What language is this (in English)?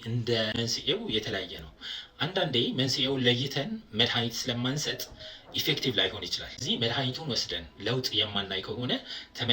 Amharic